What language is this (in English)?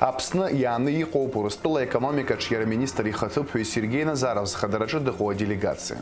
Abkhazian